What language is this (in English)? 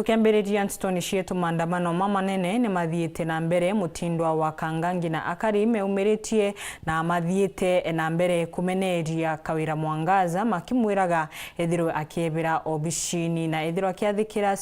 Meru